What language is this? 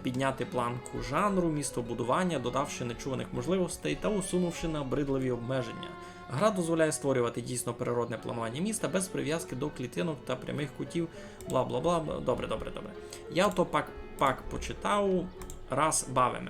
Rusyn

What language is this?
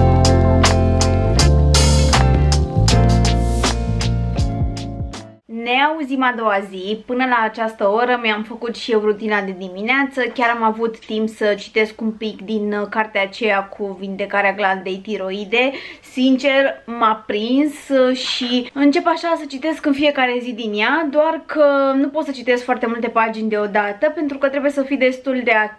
Romanian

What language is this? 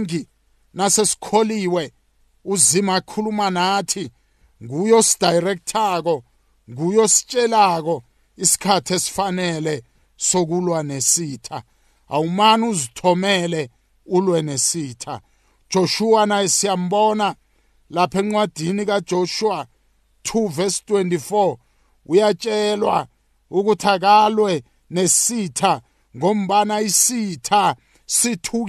South Ndebele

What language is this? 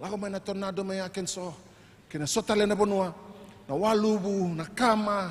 Fijian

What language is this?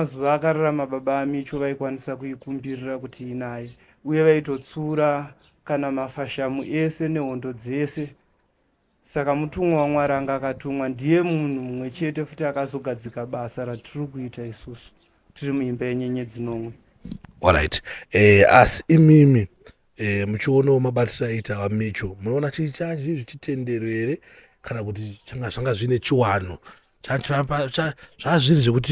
Shona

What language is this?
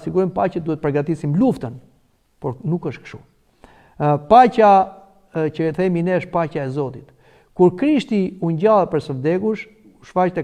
Albanian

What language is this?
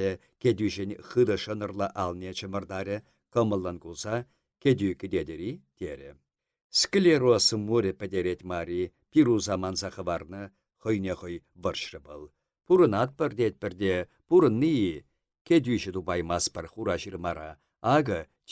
Chuvash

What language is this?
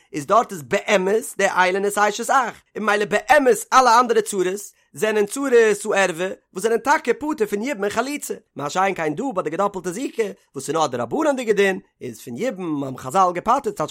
Yiddish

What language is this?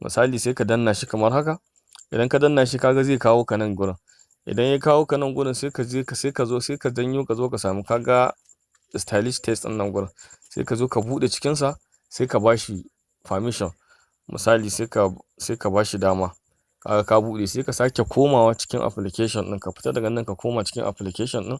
Hausa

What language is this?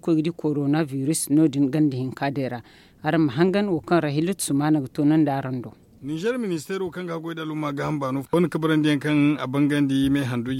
Zarma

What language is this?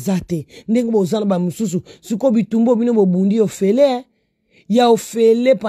Lingala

